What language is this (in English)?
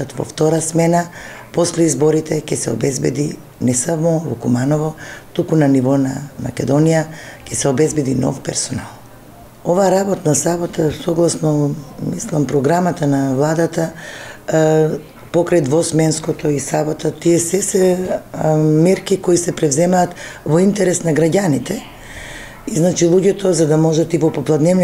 Macedonian